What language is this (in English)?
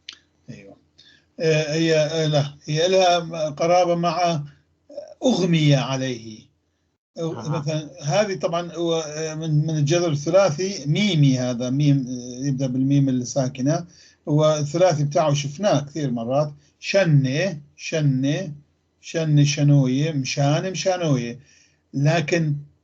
North Levantine Arabic